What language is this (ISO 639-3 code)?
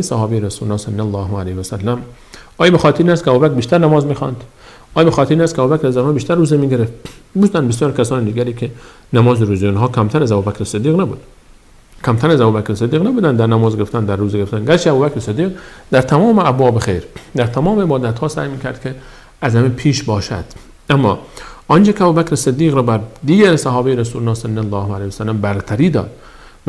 fas